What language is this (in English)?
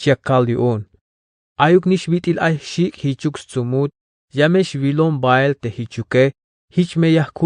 Tzeltal